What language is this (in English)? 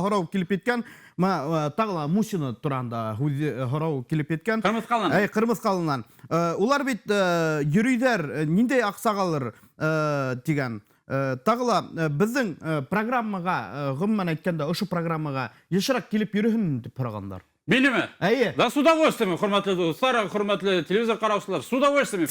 Bashkir